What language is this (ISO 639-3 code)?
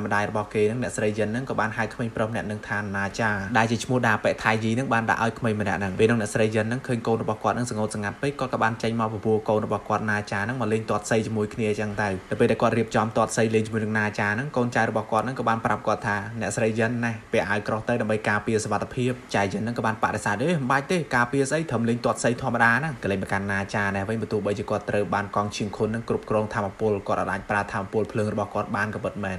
khm